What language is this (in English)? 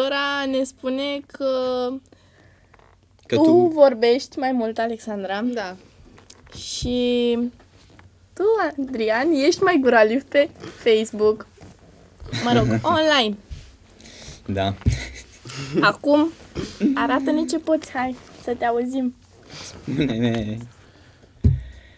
Romanian